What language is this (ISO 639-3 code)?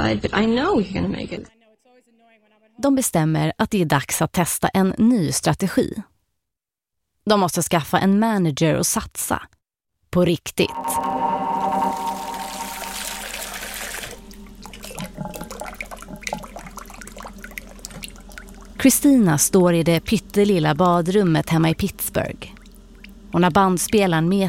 swe